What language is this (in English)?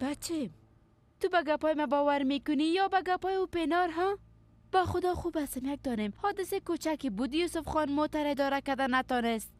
Persian